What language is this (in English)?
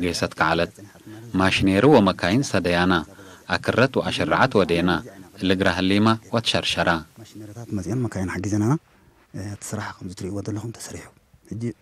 Tigre